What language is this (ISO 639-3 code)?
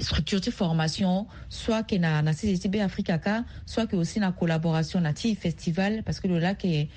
sag